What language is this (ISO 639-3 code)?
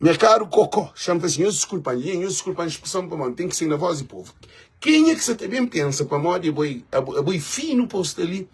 kea